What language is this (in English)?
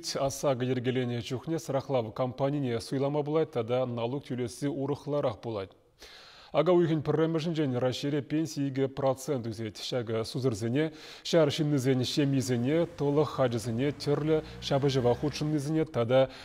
Chuvash